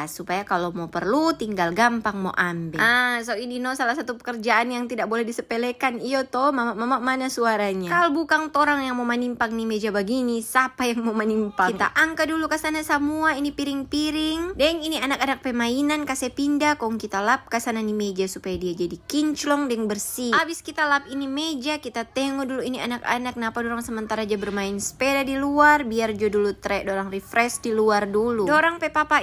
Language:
Manado Malay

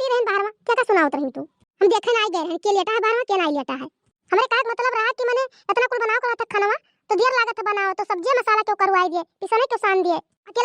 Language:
Awadhi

